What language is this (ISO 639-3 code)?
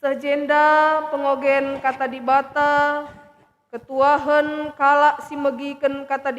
btx